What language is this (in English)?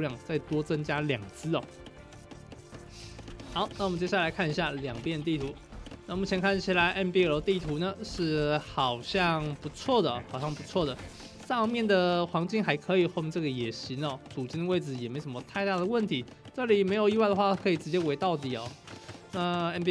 Chinese